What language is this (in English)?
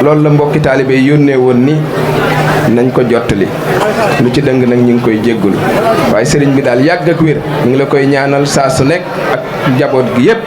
Wolof